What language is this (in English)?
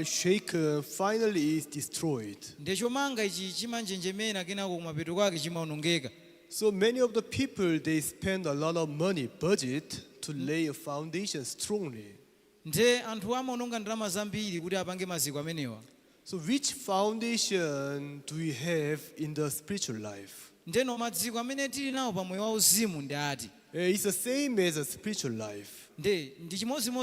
Nyanja